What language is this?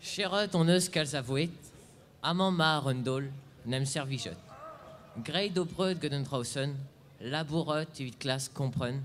Breton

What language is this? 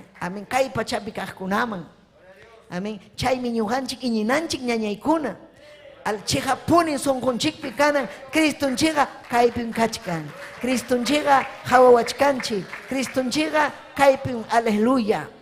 Ayacucho Quechua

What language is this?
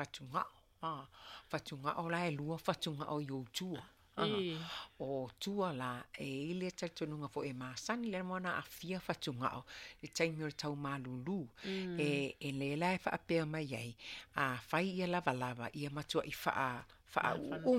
Samoan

